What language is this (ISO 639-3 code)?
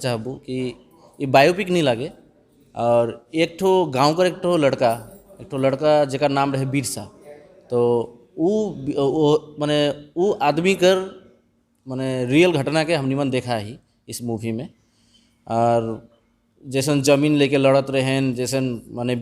sck